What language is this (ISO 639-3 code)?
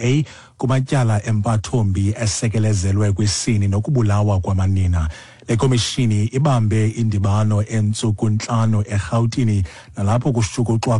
xho